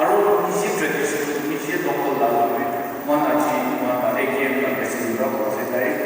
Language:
Naga Pidgin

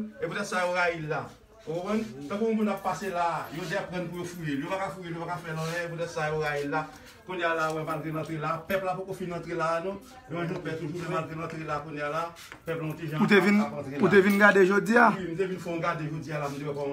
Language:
Haitian Creole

